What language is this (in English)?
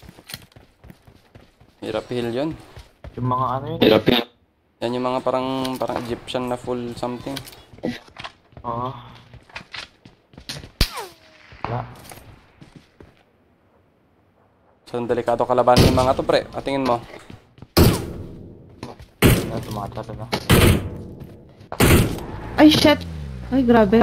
Filipino